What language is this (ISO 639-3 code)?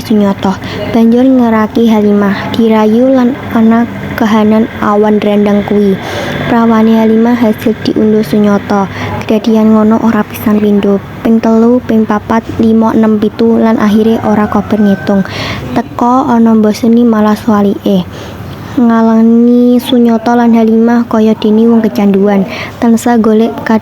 jav